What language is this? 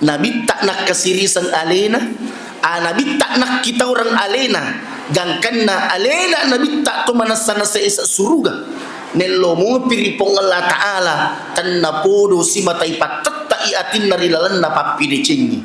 Buginese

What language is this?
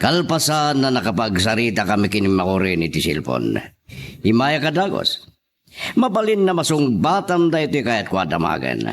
Iloko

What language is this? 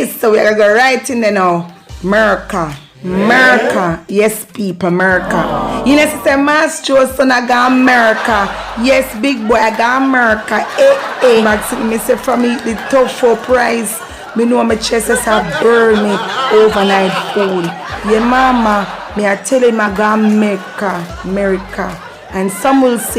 Jamaican Creole English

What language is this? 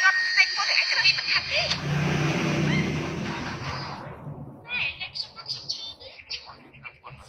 Vietnamese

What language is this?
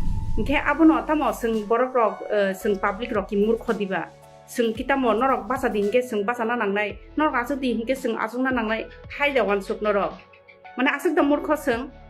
Kok Borok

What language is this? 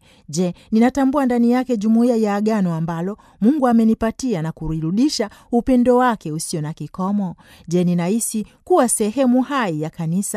Swahili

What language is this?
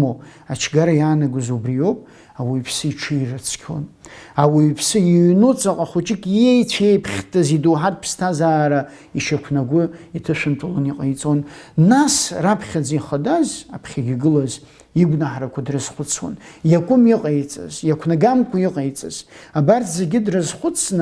Abkhazian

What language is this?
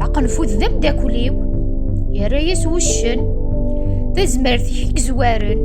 Kabyle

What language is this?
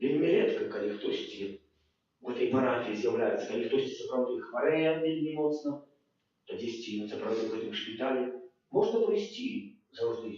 Belarusian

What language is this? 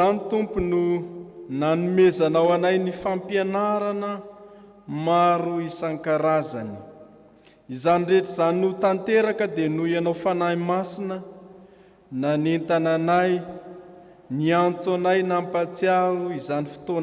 Malagasy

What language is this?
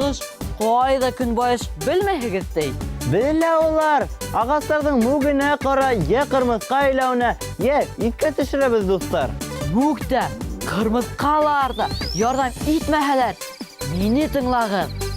Bashkir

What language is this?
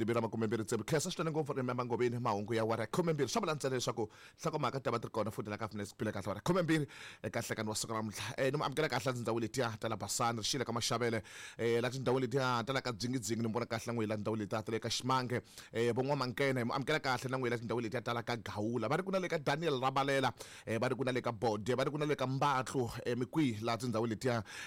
Tsonga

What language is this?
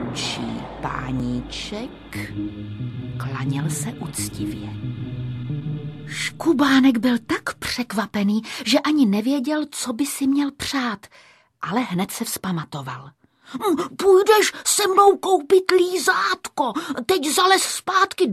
Czech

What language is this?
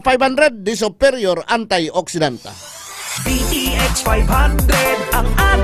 Hiligaynon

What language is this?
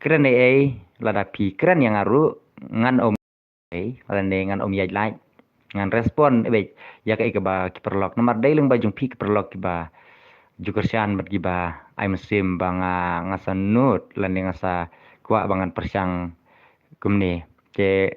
Khasi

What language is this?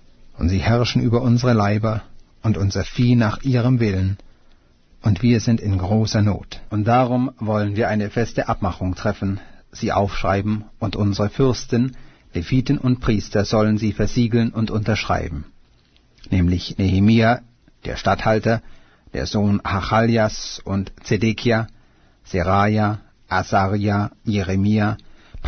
German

